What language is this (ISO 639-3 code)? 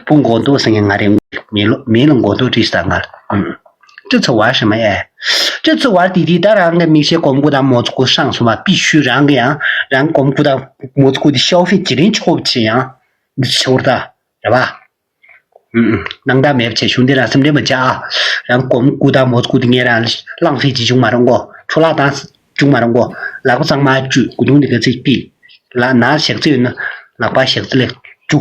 bod